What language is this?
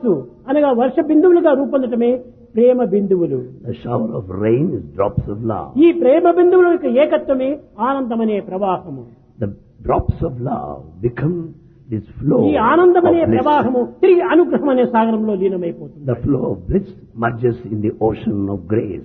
Telugu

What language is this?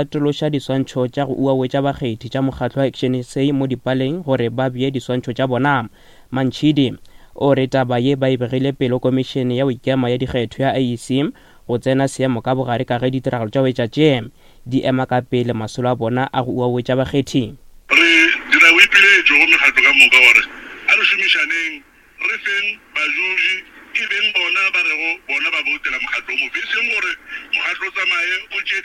Northern Sotho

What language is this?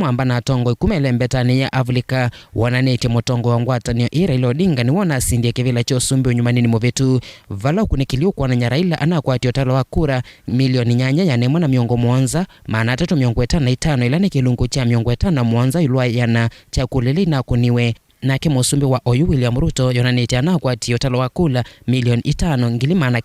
Kamba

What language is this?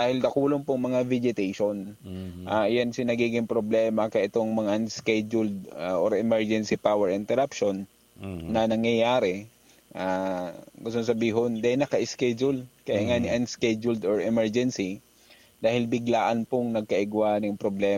Bikol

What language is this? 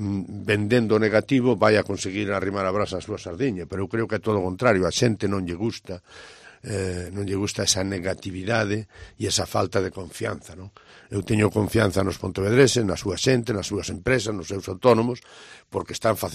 Galician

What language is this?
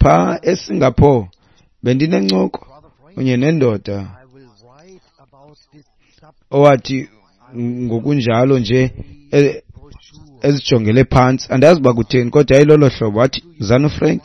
Xhosa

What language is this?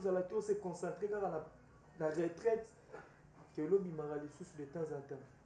Lingala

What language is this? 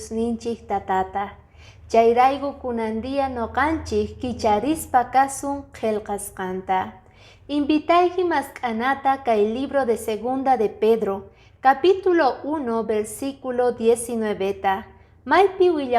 Quechua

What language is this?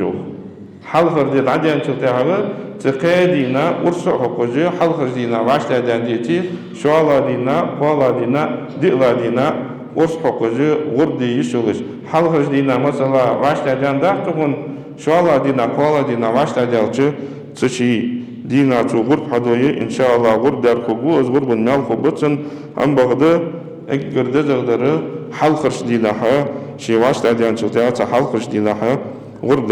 Ingush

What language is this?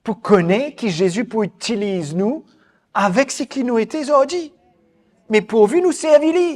Morisyen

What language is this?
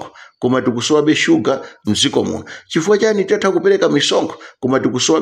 Nyanja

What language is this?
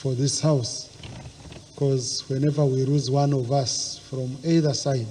Nyankole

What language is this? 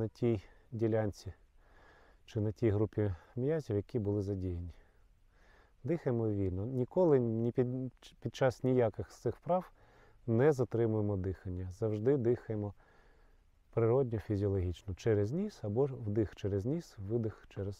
Ukrainian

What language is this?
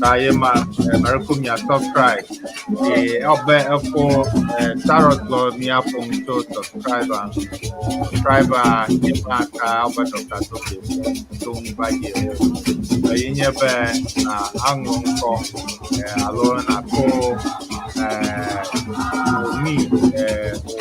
Ewe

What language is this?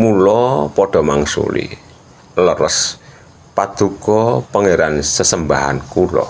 Javanese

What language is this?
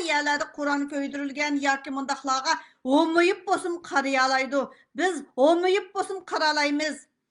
Uyghur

